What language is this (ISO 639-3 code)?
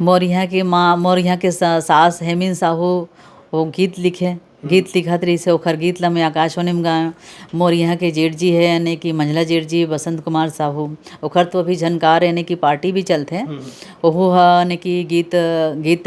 hne